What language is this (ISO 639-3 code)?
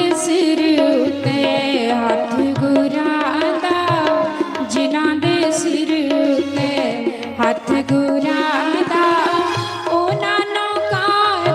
doi